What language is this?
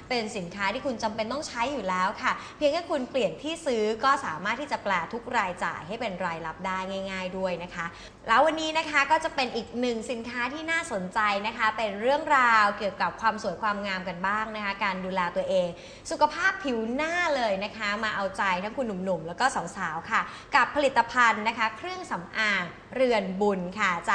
Thai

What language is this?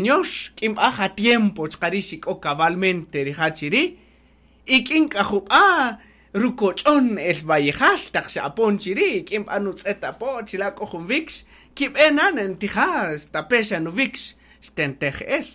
Kaqchikel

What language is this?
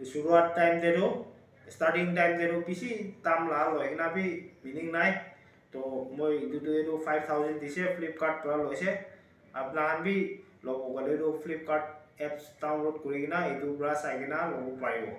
Naga Pidgin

